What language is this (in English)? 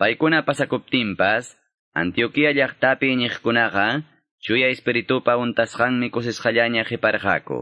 Quechua